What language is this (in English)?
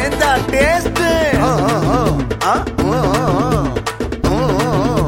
Tamil